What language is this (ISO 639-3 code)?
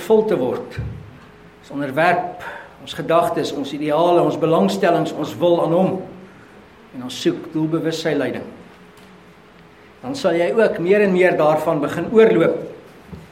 afr